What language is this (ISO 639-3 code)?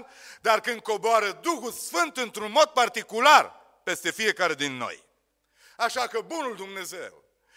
ron